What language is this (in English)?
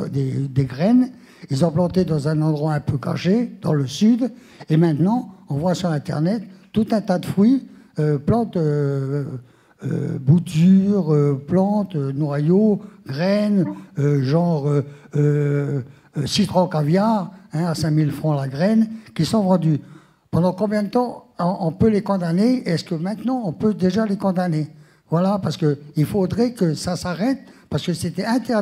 French